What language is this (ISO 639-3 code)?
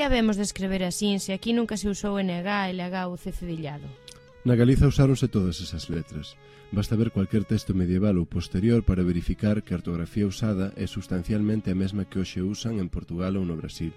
glg